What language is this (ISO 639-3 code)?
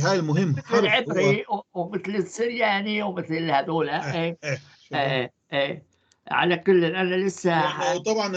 apc